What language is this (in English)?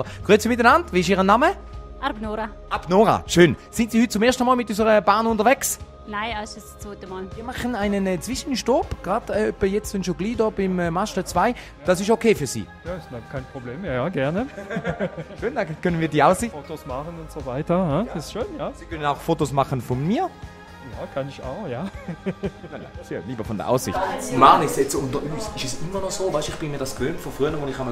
Swiss German